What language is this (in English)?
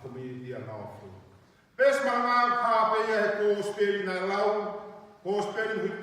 Tongan